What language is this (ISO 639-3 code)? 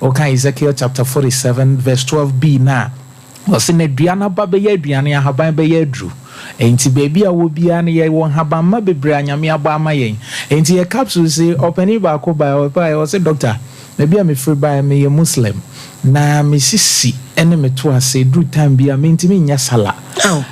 aka